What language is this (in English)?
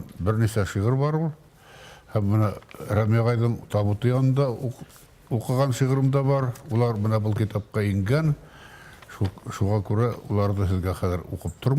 Bashkir